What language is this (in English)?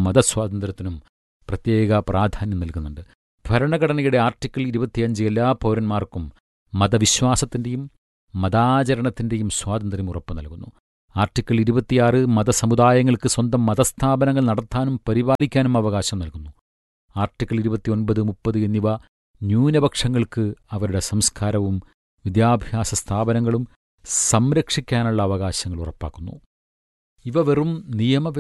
Malayalam